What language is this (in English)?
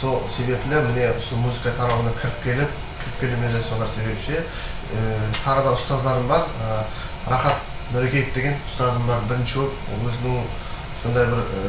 Kara-Kalpak